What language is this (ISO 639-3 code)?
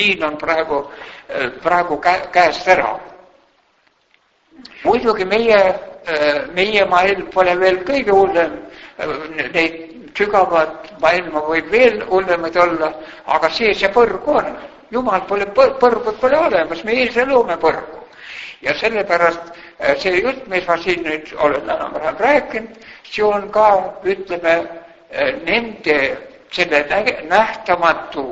est